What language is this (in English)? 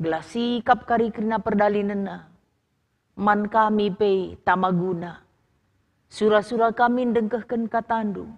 Batak Karo